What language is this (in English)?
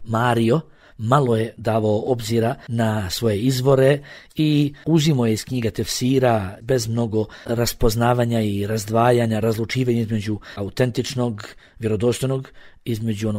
Bosnian